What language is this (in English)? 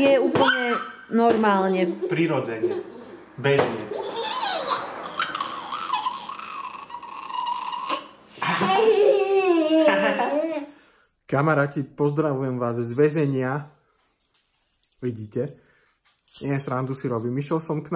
Slovak